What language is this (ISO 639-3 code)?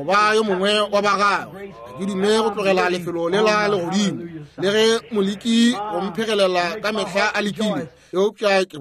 nso